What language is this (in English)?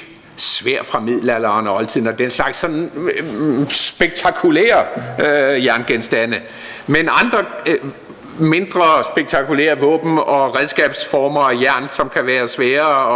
Danish